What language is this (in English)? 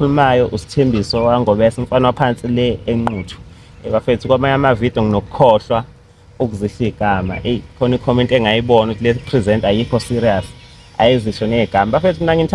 Zulu